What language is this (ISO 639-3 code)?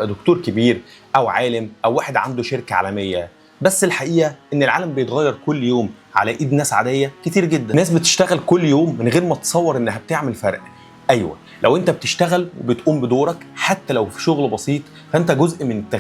arz